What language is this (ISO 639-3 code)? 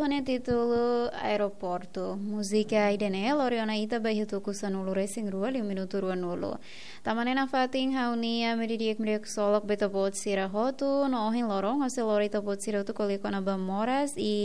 tet